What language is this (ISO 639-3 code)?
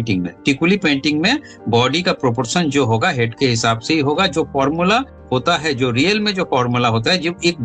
hin